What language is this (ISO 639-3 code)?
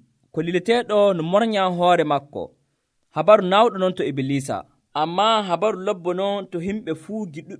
fuv